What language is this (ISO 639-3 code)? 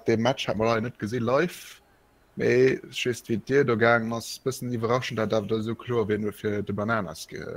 ltz